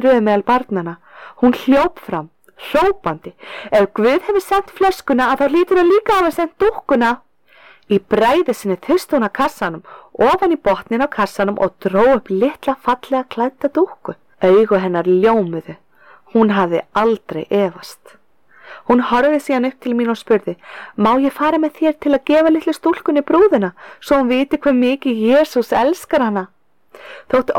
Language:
Icelandic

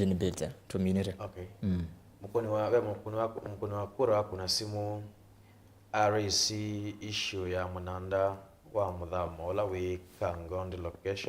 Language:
Kamba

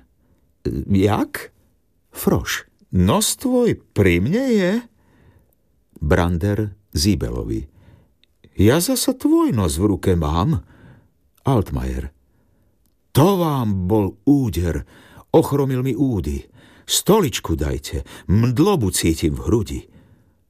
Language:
Slovak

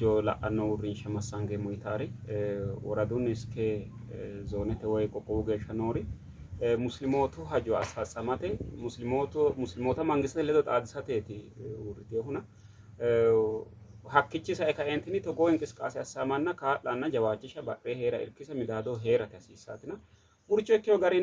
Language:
Sidamo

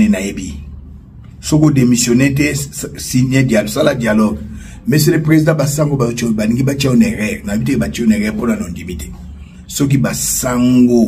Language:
Lingala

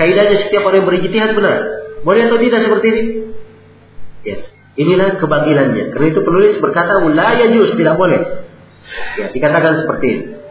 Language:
Indonesian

